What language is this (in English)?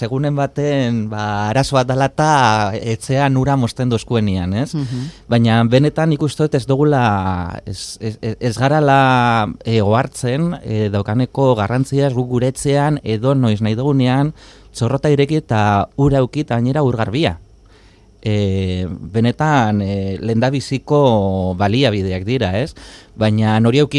Basque